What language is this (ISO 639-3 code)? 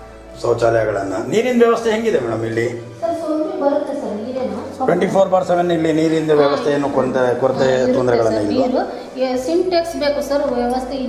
kan